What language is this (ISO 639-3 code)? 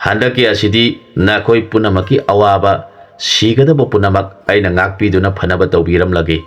mni